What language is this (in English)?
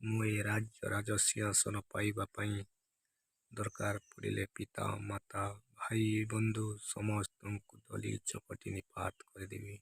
Odia